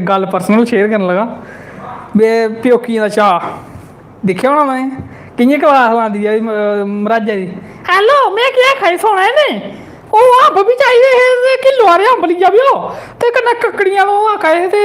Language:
Dogri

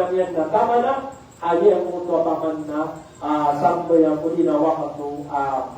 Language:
Maranao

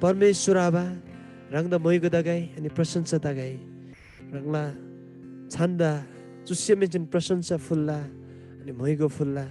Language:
Eastern Tamang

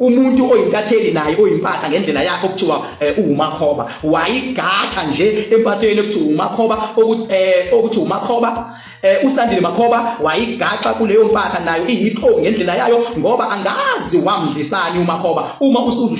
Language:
Zulu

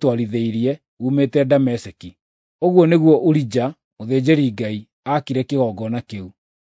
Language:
Kikuyu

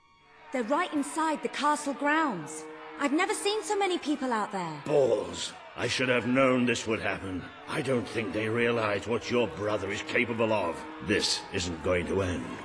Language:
English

